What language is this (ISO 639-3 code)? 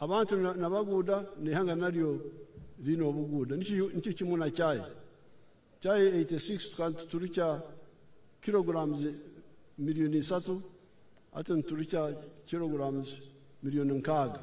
nyn